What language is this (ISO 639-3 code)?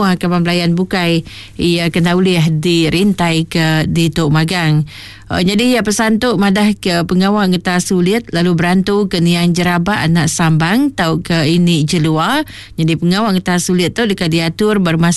iba